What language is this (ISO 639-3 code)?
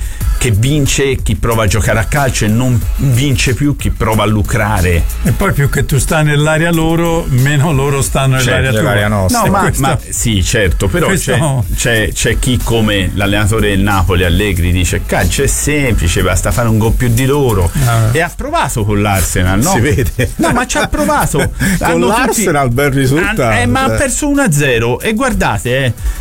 ita